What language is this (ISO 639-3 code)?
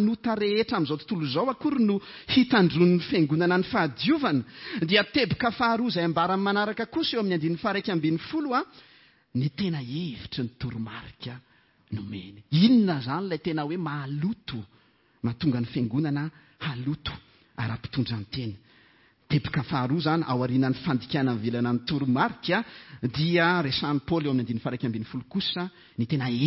mlg